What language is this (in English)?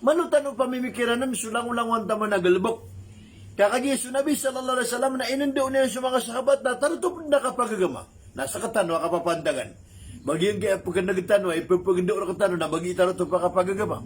Maranao